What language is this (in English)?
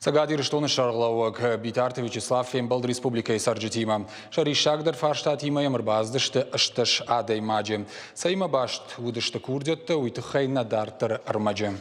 Ossetic